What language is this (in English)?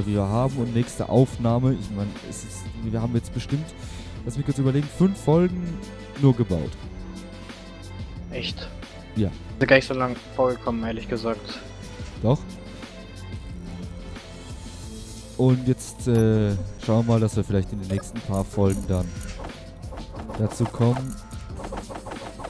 German